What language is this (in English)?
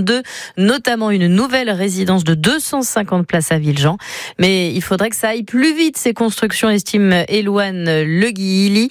French